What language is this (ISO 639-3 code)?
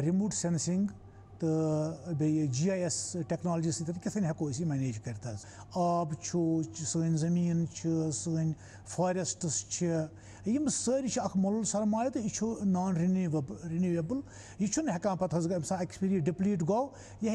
kas